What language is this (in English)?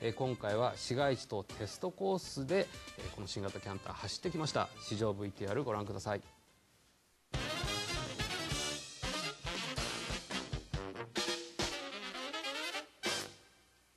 Japanese